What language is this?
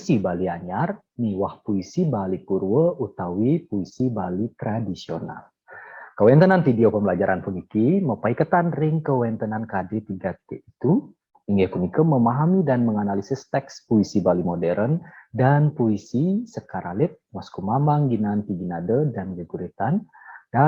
Balinese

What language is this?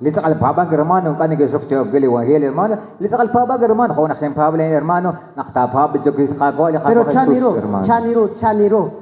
Kekchí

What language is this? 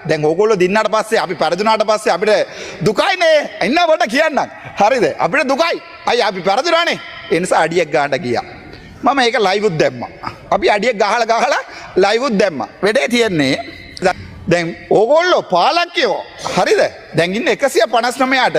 Sinhala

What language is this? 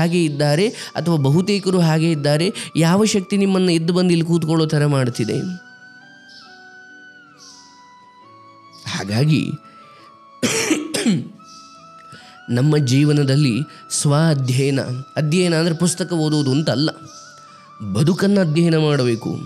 Kannada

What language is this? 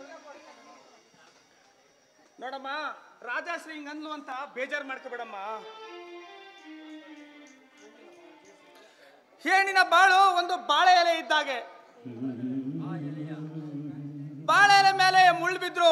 Kannada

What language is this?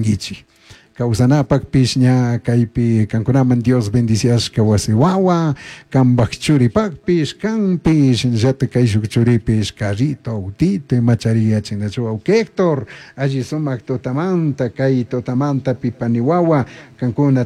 Chimborazo Highland Quichua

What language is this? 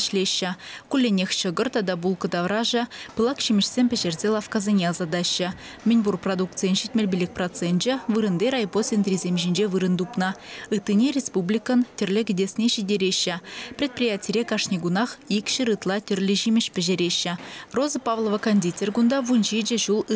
Chuvash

